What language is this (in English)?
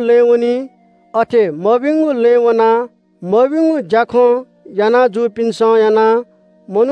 Newari